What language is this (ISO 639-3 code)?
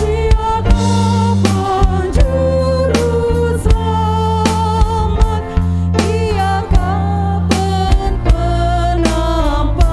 btx